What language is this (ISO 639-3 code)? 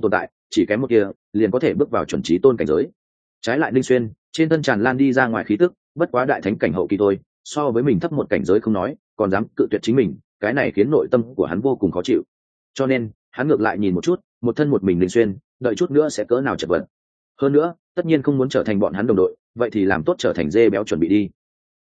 vie